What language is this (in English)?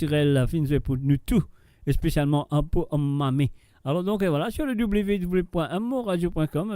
Morisyen